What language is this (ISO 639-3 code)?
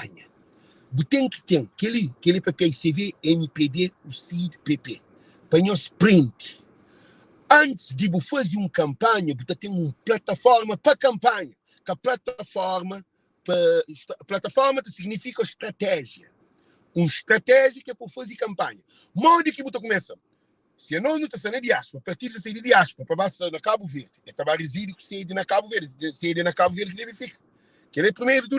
kea